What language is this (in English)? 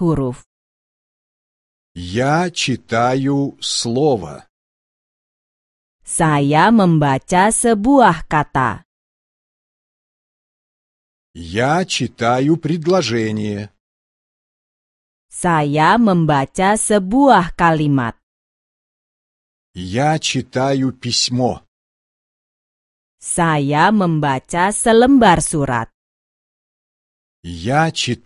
Indonesian